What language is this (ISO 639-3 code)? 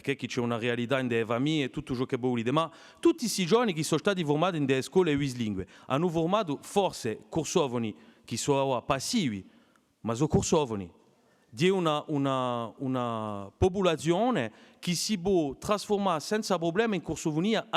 cos